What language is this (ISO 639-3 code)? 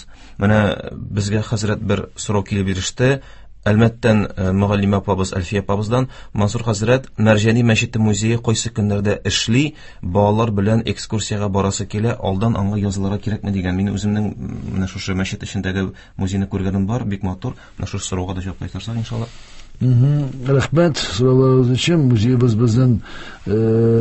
tat